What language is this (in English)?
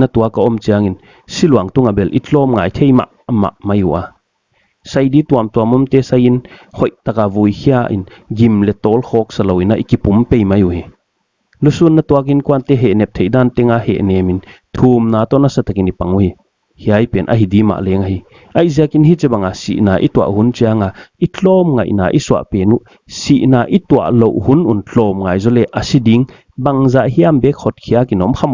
Paite Chin